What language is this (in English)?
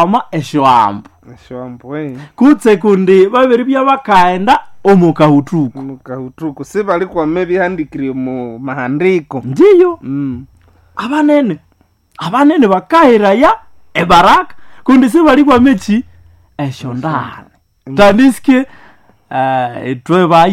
Nande